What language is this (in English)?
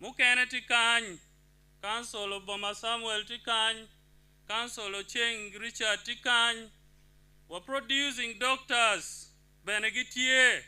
Acoli